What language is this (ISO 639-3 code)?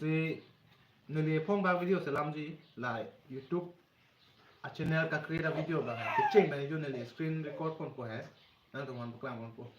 mjw